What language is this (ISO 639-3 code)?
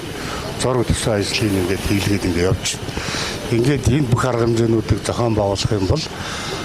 mon